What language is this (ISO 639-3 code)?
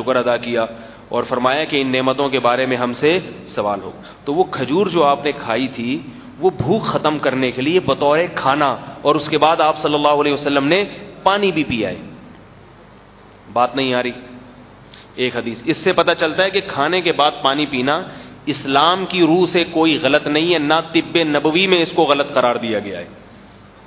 urd